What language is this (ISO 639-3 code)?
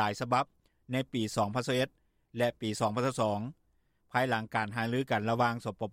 lao